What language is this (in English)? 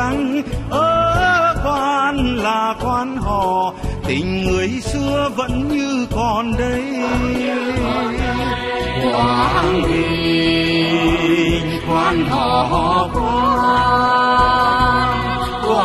Vietnamese